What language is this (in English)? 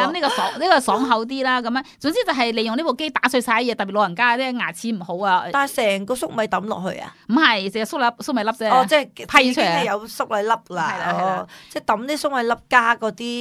Cantonese